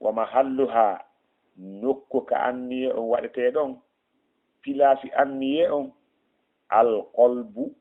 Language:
Fula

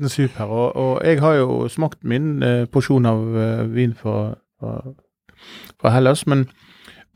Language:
Norwegian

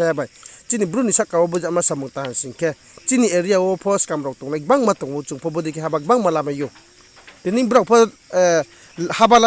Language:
Riang (India)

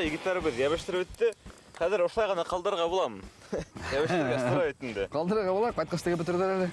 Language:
Bashkir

